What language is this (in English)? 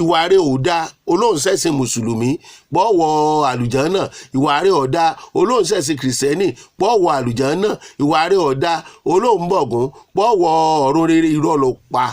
Yoruba